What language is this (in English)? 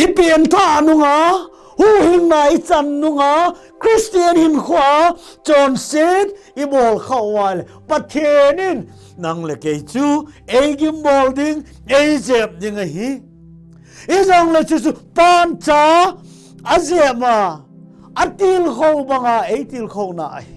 Thado Chin